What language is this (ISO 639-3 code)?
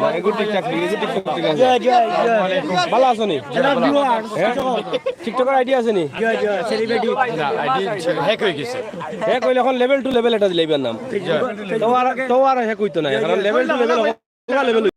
syl